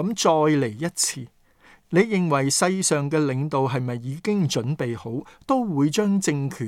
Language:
Cantonese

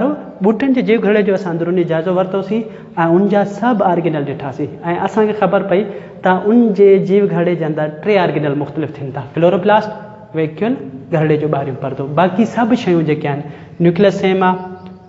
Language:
Sindhi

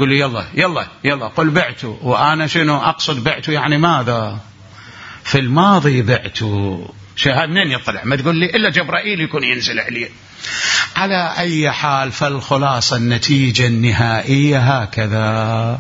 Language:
Mesopotamian Arabic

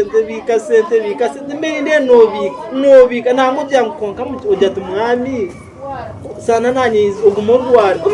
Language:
Nyankole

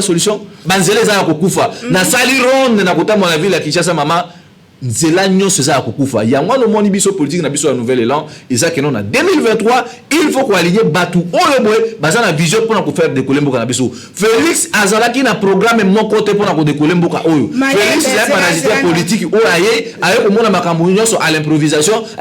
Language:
Lingala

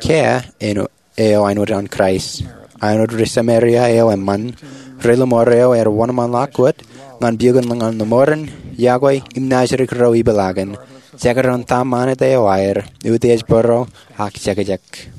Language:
Marshallese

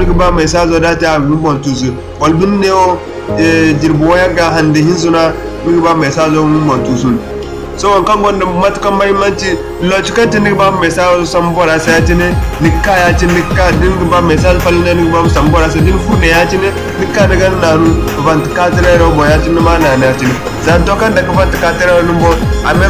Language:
Zarma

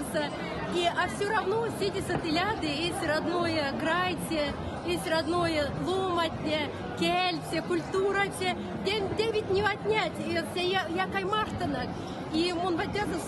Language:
Erzya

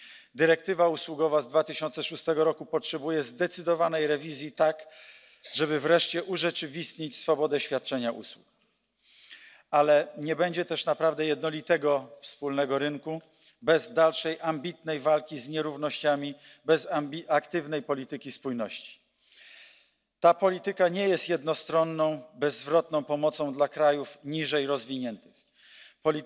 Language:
Polish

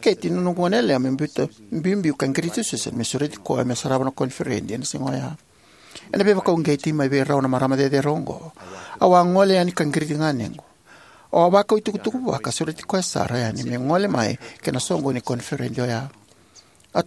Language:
Fijian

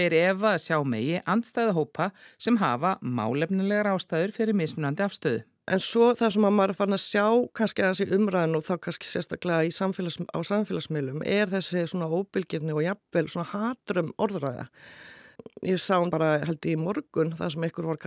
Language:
Icelandic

